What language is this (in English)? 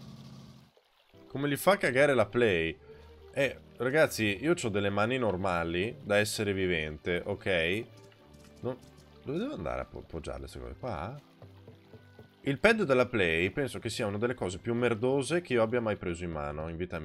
Italian